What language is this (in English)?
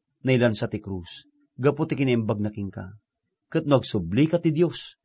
Iloko